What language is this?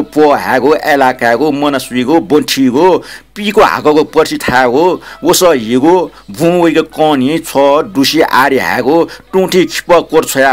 Newari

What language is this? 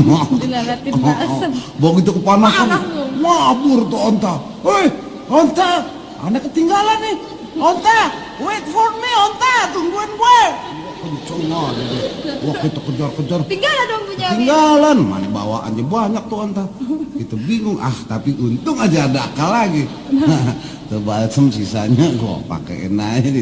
Betawi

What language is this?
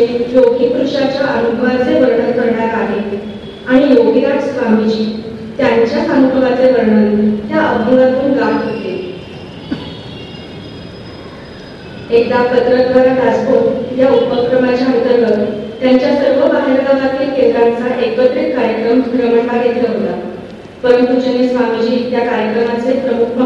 Marathi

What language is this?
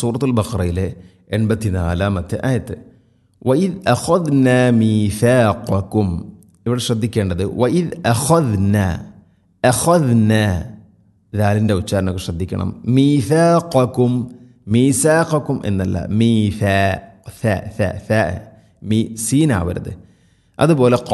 Malayalam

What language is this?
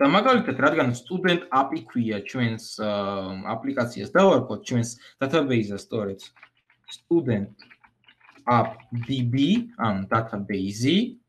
Georgian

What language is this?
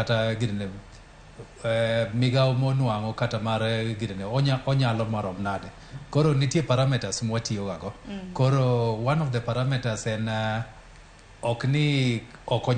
Luo (Kenya and Tanzania)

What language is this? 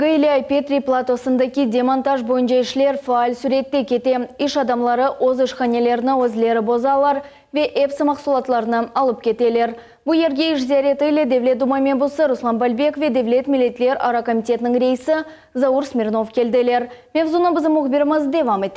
Crimean Tatar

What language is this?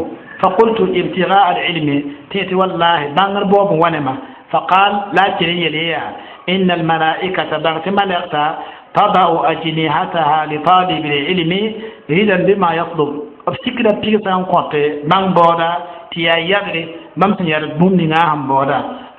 Mossi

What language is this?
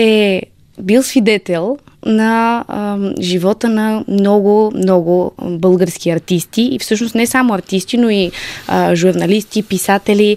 Bulgarian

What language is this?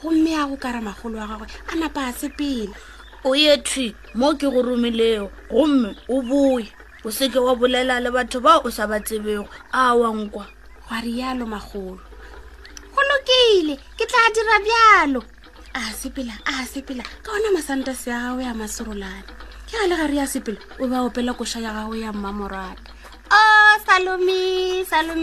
Northern Sotho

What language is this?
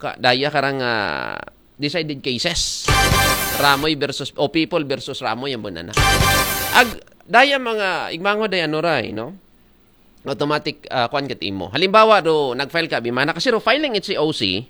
Aklanon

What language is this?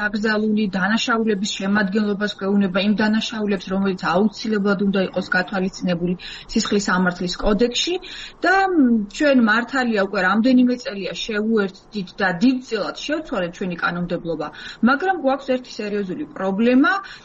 Georgian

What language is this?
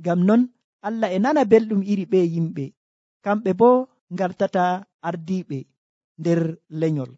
Nigerian Fulfulde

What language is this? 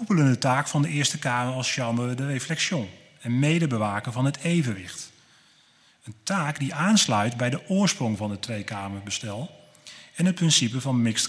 Dutch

